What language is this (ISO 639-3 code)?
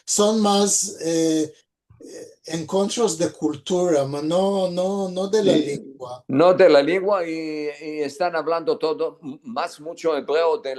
lad